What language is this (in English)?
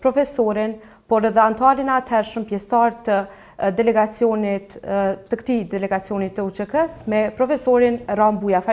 Albanian